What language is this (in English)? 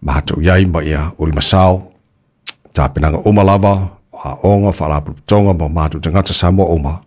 Samoan